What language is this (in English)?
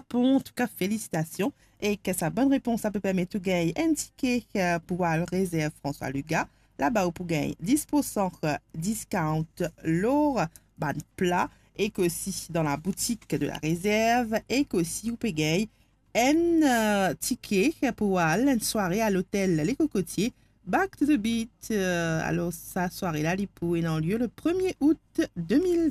Morisyen